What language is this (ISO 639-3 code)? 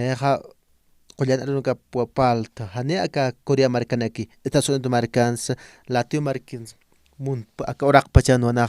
aym